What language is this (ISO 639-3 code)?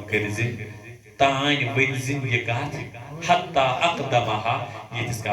kas